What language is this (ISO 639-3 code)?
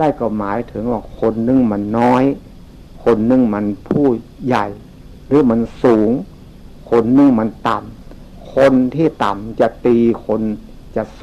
tts